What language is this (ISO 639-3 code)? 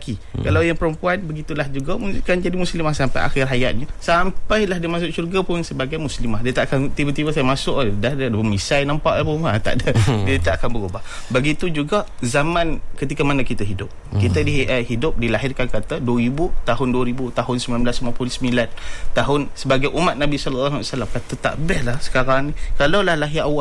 msa